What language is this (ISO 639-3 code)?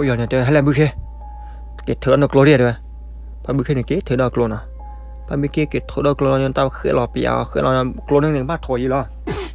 ksw